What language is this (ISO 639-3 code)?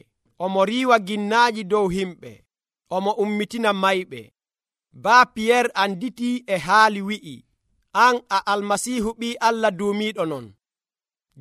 fuv